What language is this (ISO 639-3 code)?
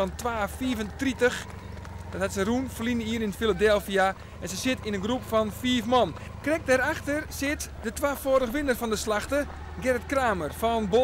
fry